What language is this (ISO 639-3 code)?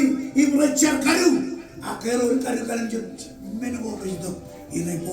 mah